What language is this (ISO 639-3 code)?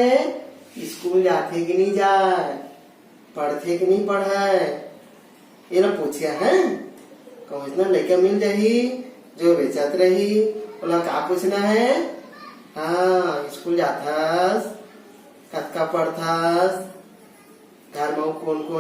hne